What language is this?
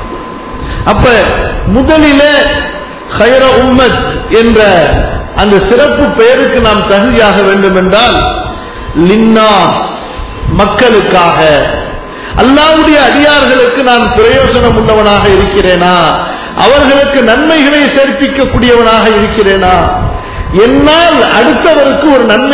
Tamil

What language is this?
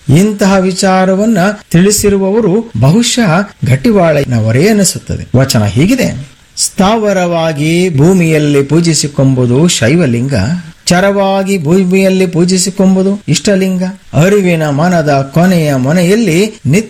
Kannada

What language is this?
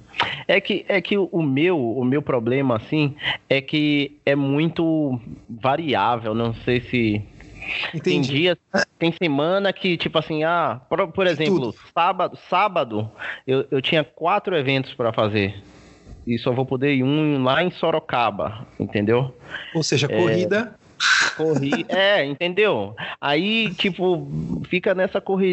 Portuguese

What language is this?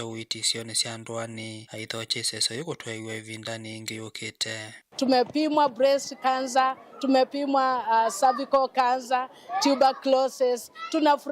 Kamba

